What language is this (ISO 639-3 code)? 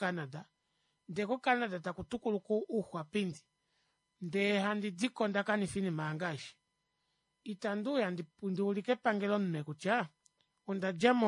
kua